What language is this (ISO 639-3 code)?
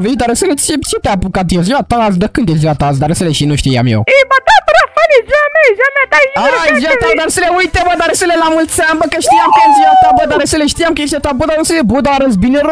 ron